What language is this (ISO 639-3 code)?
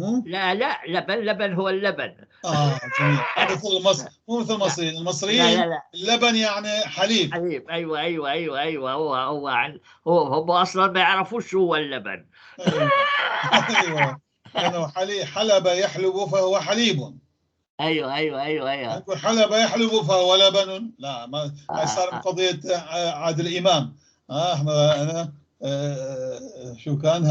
apc